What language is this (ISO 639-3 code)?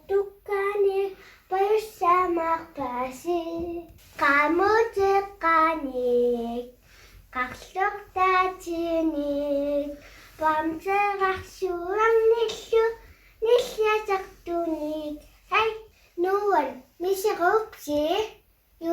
kal